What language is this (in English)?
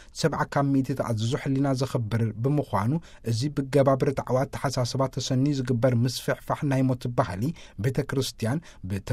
Tigrinya